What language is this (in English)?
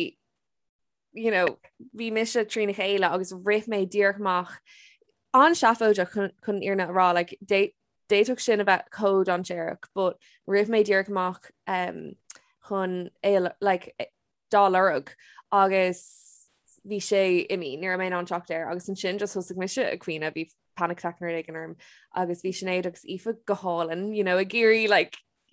Irish